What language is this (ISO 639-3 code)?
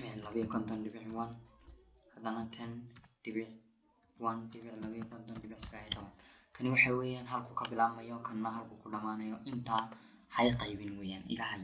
som